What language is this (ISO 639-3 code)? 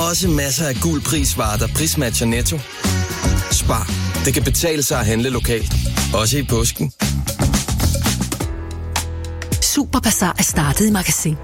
dan